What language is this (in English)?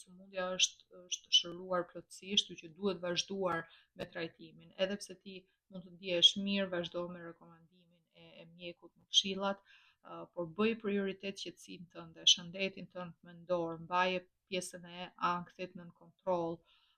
Albanian